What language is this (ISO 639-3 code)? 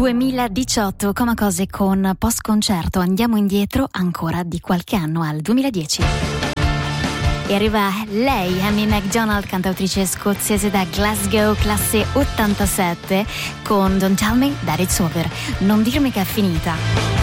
ita